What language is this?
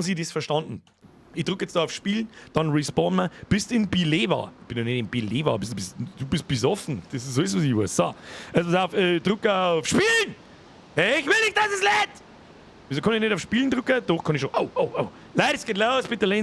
Bavarian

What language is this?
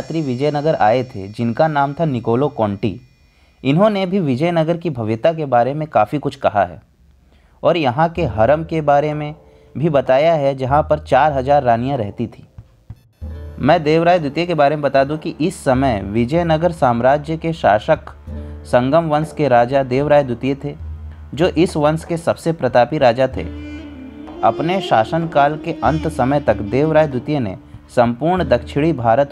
Hindi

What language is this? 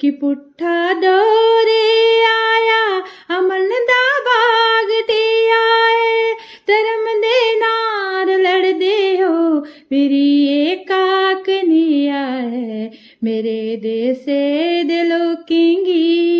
Dogri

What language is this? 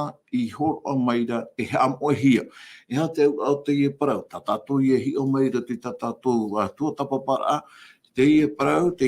Tahitian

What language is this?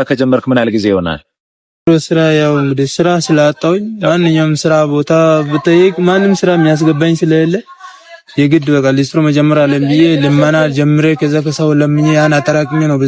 Amharic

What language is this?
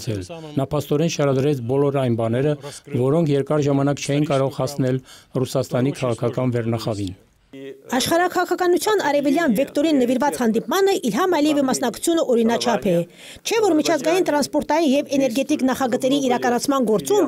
Armenian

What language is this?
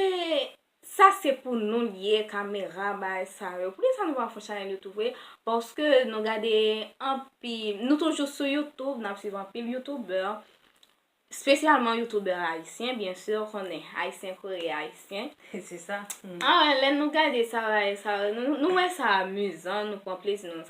Haitian Creole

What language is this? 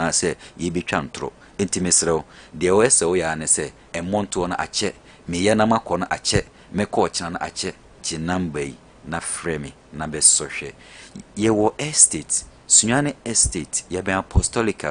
Akan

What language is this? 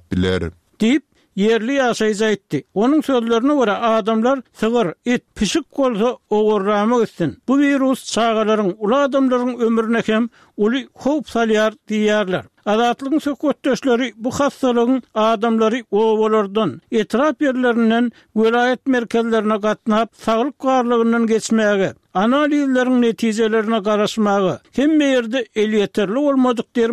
Turkmen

